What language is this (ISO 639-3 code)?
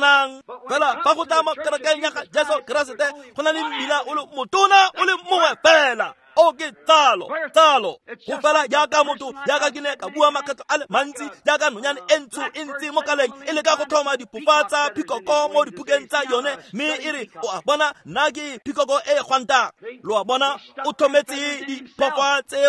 tsn